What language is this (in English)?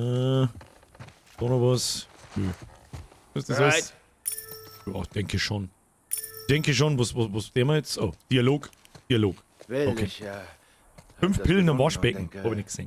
Bavarian